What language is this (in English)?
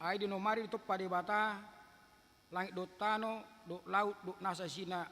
Batak Toba